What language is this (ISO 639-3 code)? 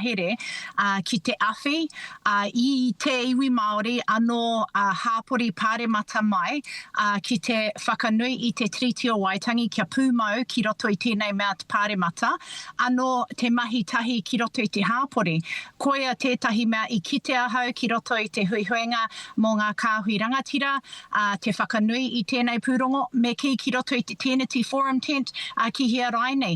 mri